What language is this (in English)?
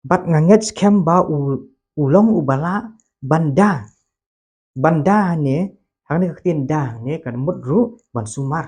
Khasi